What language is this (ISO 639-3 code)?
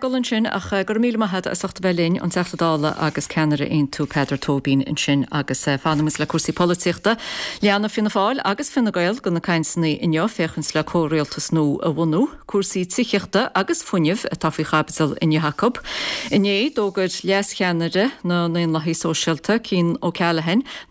gle